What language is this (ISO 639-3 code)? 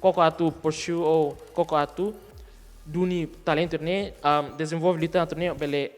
tet